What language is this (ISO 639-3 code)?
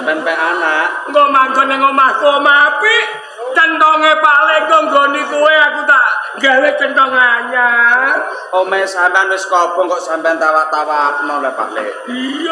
jav